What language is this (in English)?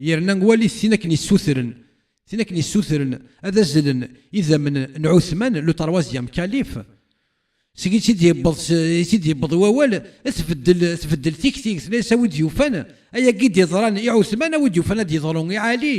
Kabyle